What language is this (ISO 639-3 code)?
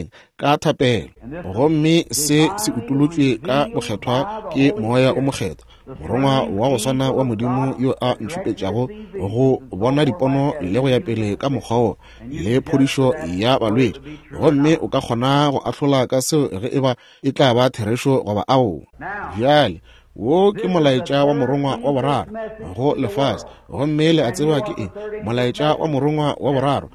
nso